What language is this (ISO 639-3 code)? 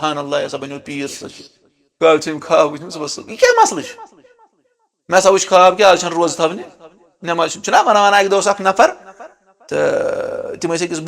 kas